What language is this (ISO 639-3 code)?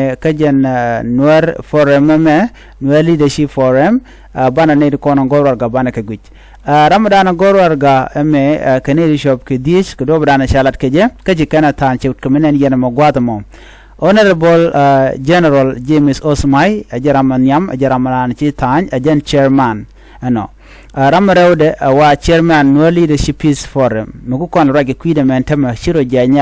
nus